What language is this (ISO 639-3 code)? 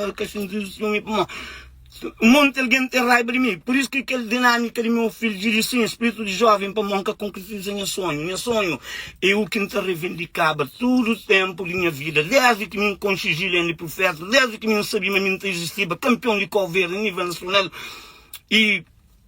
kea